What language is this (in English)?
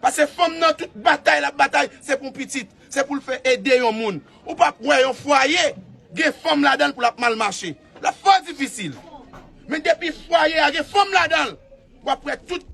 Haitian Creole